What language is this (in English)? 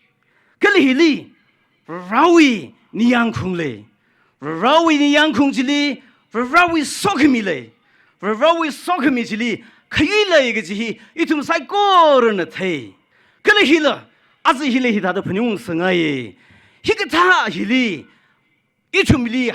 Tangkhul Naga (India)